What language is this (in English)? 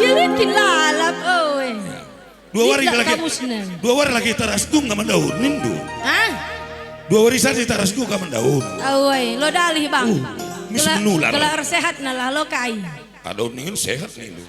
Batak Karo